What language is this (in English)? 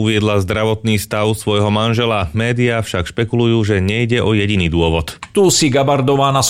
Slovak